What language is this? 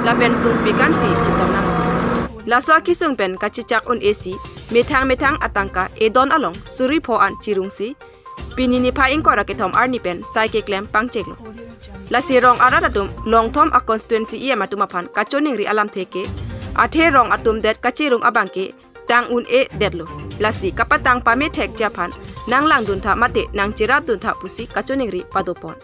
Karbi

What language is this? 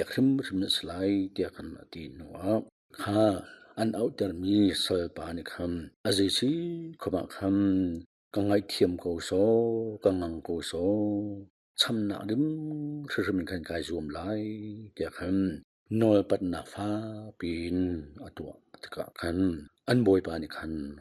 Hakha Chin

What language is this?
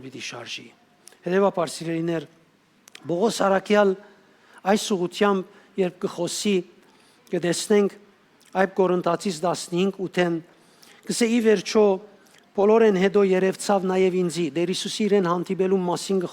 Western Armenian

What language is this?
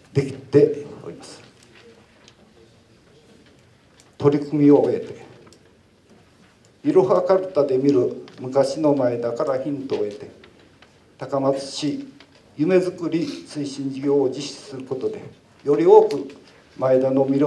Japanese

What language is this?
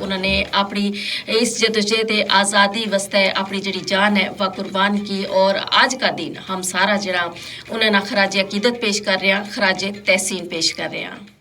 Gujari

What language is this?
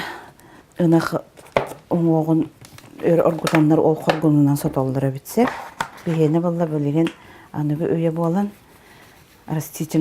Yakut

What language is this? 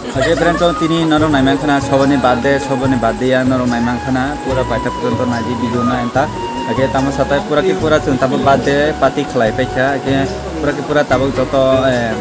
Kok Borok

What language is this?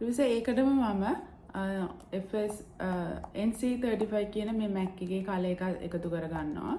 Sinhala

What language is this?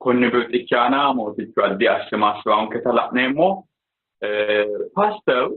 Sidamo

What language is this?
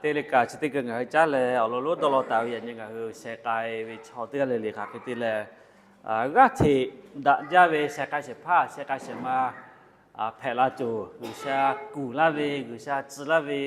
Lahu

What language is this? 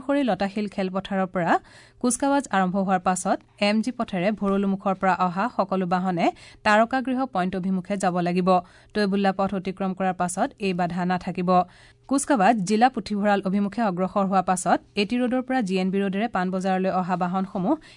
Assamese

